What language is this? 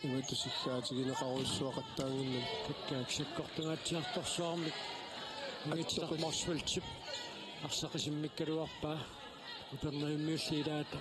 Kalaallisut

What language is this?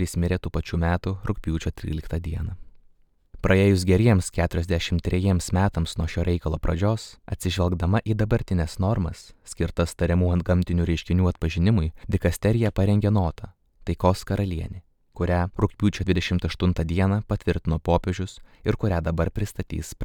Lithuanian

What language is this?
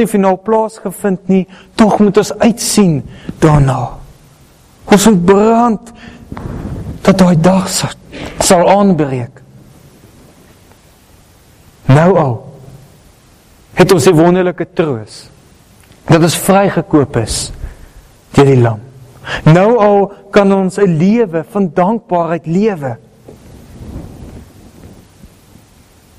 Afrikaans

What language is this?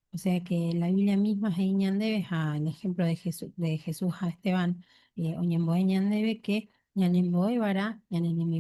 Guarani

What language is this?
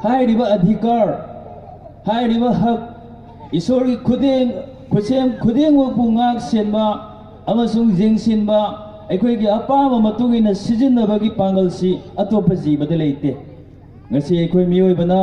Manipuri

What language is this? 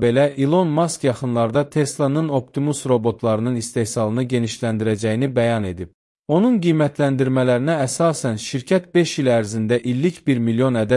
Azerbaijani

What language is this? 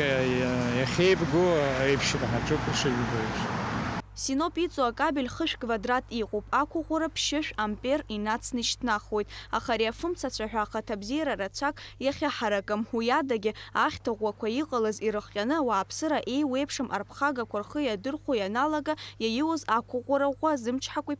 Abkhazian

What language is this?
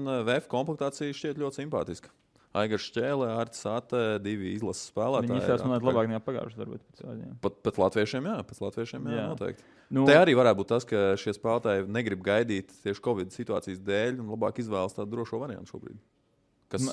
Latvian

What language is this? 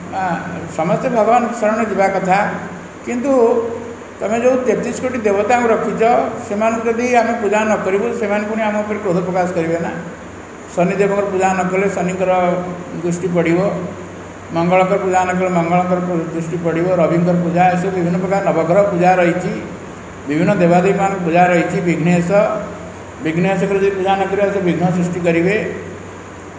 Odia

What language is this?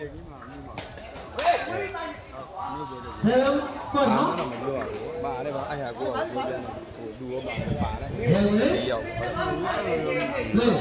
Burmese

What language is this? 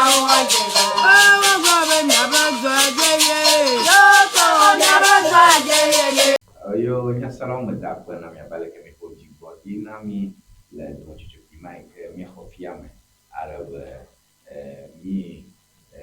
Ewe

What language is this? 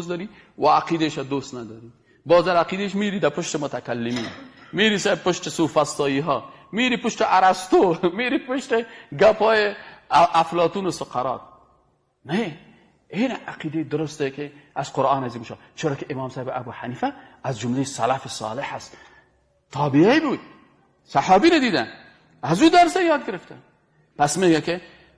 Persian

